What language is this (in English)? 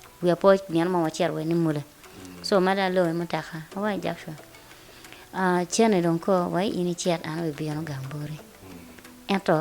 Acoli